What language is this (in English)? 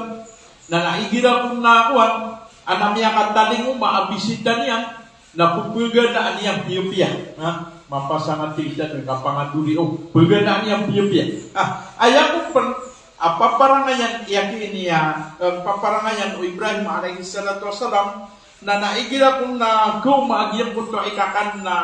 Maranao